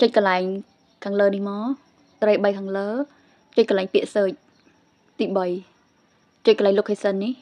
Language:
Khmer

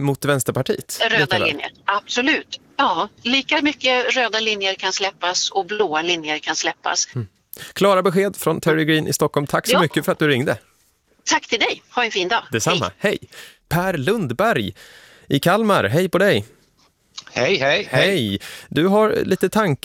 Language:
Swedish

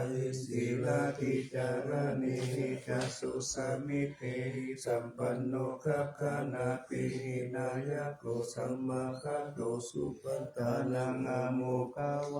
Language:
Pali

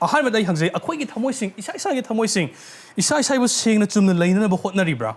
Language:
Manipuri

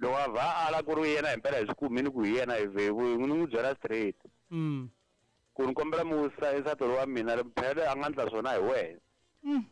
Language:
Tsonga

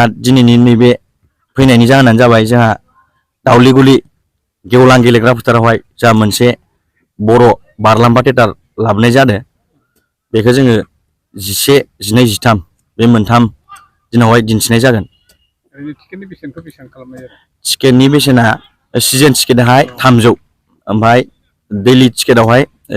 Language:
Bodo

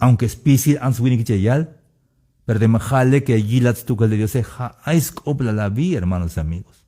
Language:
Tzeltal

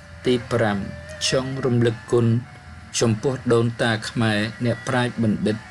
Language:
Khmer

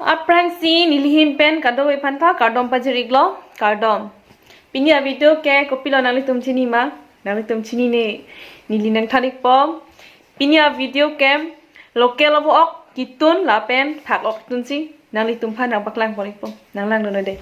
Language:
Karbi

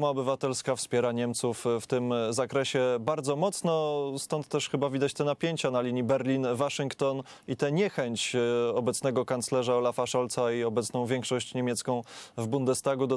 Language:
Polish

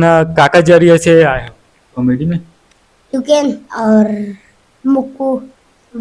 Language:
Chhattisgarhi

